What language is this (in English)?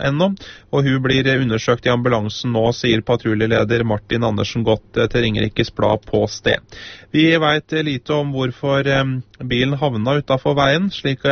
Norwegian